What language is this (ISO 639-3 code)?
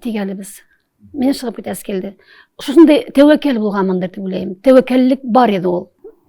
tat